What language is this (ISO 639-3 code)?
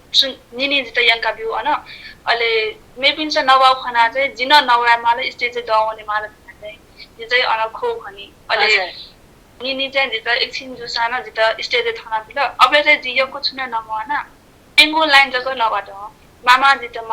new